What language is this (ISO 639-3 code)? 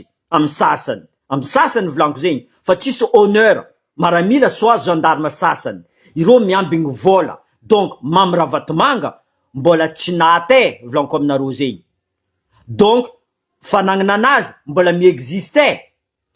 mlg